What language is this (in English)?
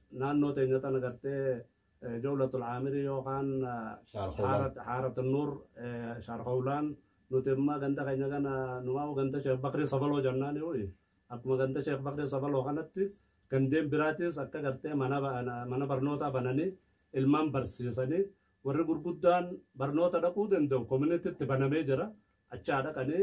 Oromo